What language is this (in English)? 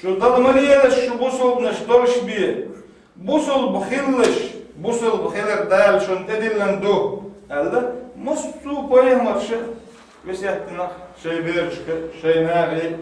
Chechen